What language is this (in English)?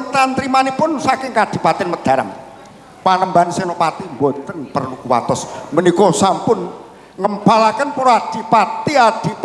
Javanese